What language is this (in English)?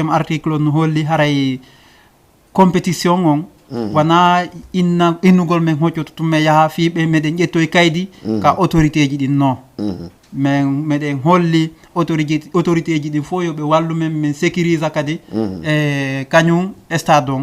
Fula